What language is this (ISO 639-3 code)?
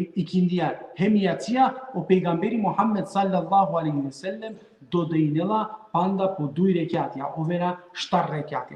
rmn